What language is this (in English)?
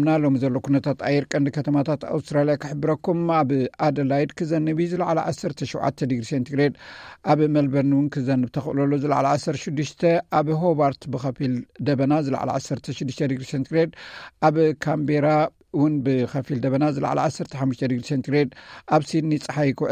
Tigrinya